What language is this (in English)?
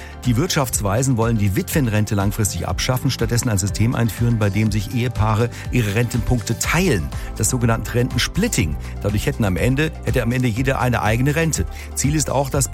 German